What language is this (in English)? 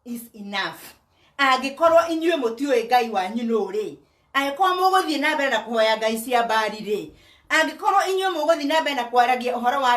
Kikuyu